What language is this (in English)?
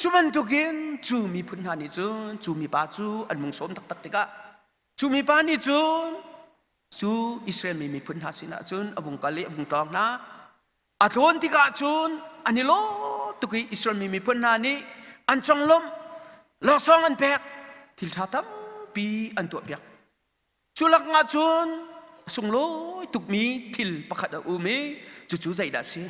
Hakha Chin